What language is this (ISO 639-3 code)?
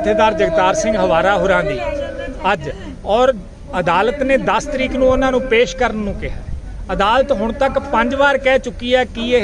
pan